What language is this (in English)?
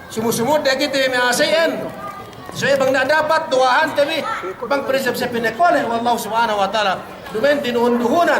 Yakan